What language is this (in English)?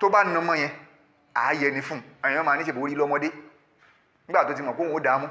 Yoruba